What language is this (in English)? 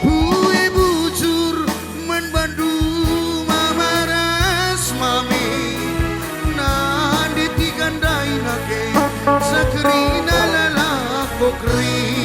Batak Karo